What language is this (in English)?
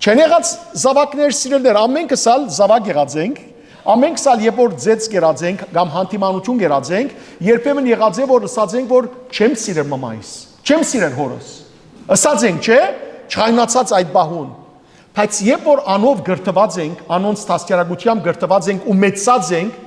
Western Armenian